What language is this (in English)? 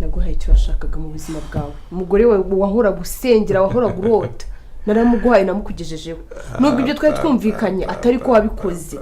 Kinyarwanda